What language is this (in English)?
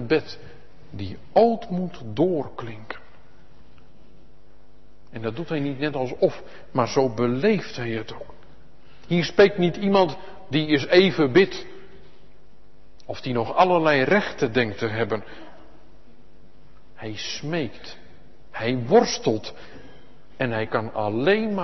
Dutch